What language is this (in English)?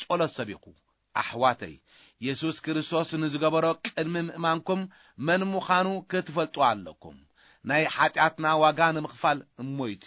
Tigrinya